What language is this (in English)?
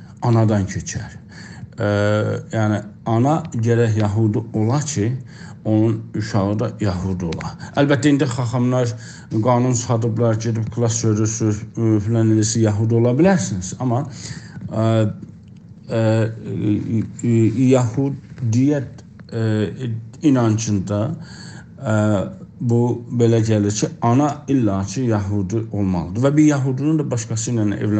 South Azerbaijani